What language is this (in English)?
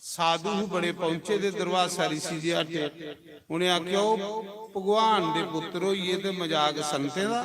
Dogri